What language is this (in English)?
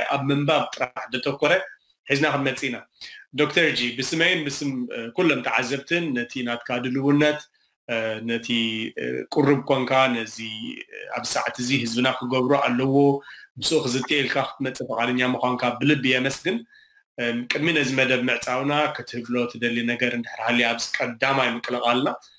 Tigrinya